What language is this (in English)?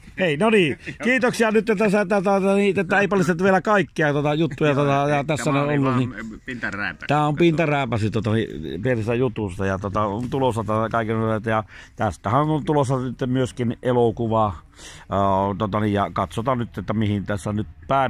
Finnish